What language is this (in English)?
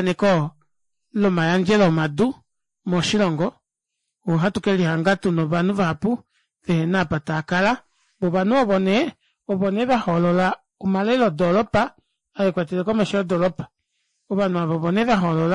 Kuanyama